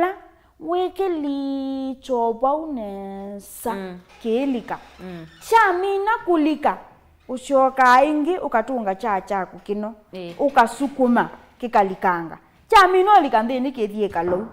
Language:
Kamba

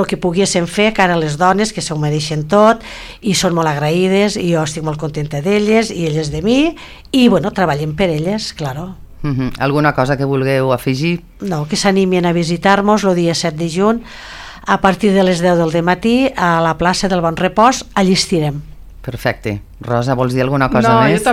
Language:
Catalan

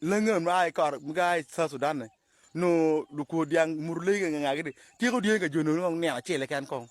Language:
Acoli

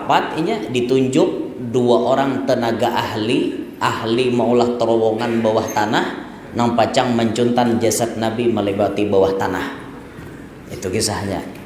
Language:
Banjar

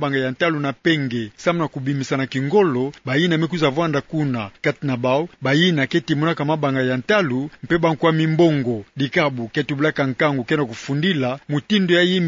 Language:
Kituba (Democratic Republic of Congo)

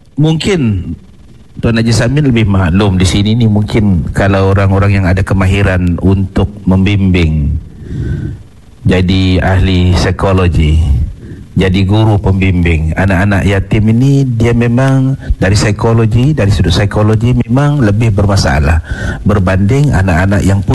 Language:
Malay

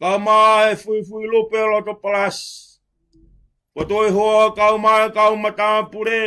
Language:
Tongan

